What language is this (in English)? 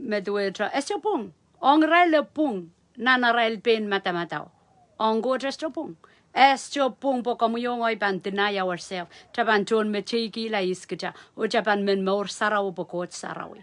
Pohnpeian